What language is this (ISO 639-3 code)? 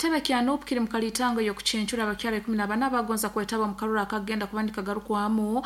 nyo